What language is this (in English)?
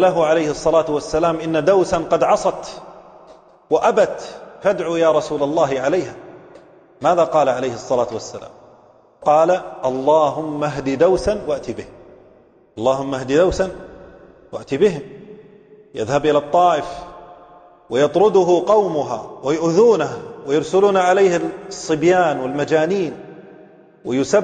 Arabic